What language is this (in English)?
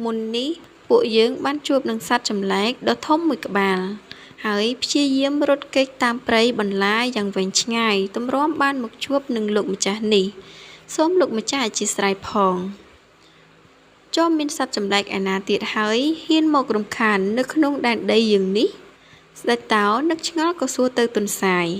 Khmer